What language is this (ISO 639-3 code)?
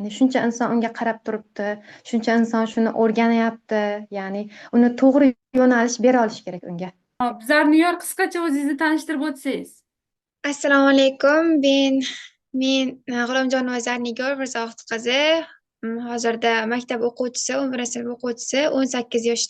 uzb